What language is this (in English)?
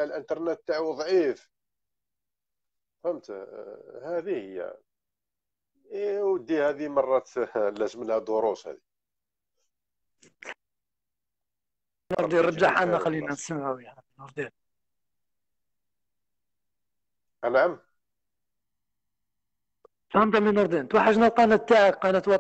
Algerian Arabic